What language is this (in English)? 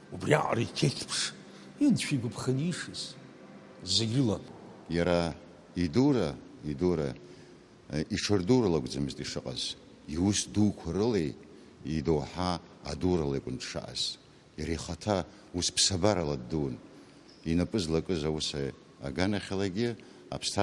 Abkhazian